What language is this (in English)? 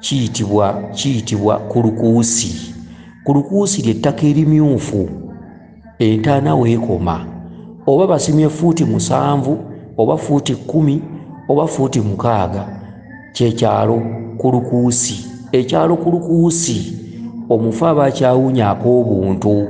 Ganda